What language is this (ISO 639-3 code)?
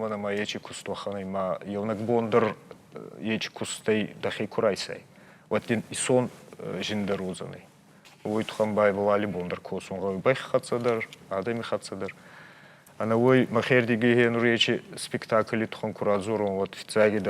oss